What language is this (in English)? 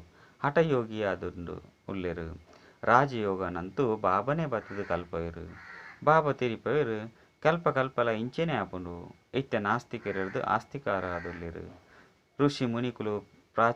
Tulu